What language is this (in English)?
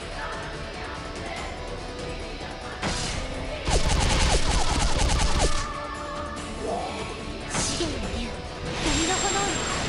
Japanese